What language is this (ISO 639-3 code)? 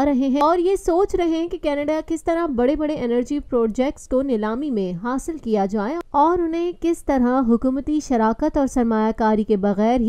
urd